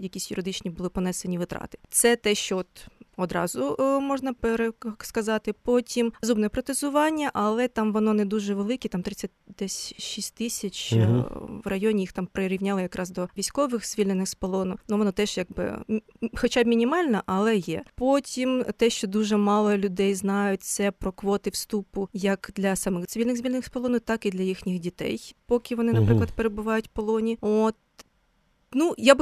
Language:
Ukrainian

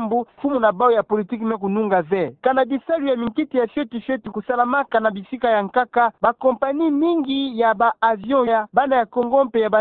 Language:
Kituba (Democratic Republic of Congo)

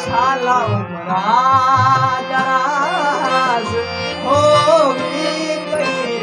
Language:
Saraiki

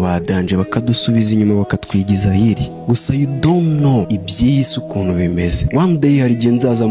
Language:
Kinyarwanda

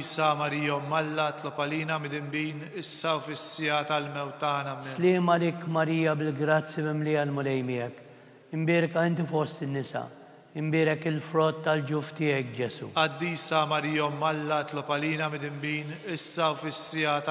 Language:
Maltese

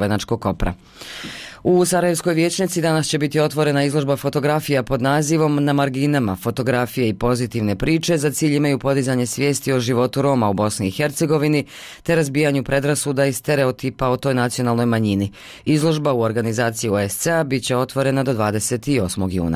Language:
Bosnian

